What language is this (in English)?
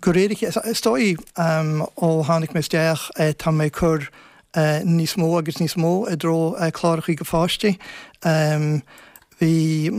Irish